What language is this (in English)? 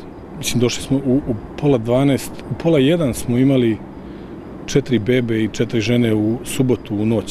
Serbian